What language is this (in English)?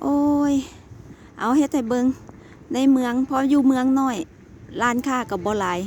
Lao